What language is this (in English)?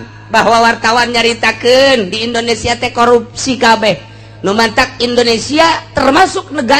Sundanese